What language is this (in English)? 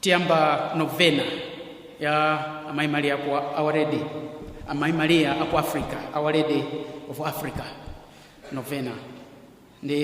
Nyanja